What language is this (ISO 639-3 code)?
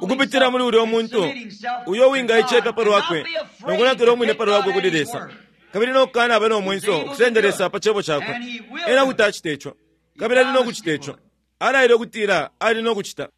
bem